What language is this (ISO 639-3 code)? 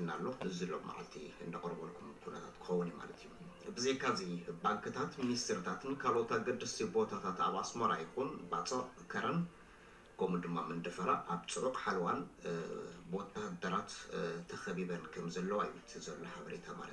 tir